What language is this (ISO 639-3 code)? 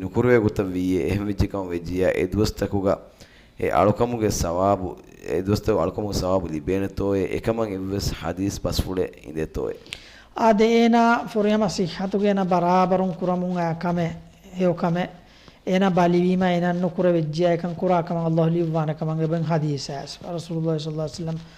div